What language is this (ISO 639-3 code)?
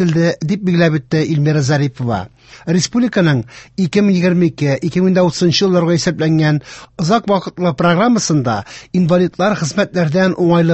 tat